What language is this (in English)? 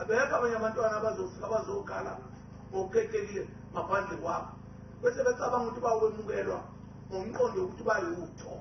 Zulu